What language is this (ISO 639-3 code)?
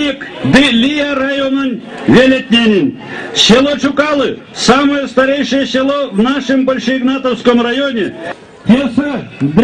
myv